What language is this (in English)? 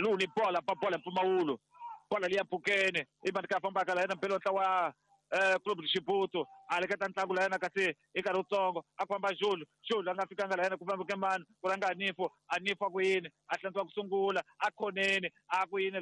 Tsonga